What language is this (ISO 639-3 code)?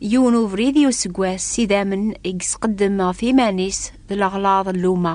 kab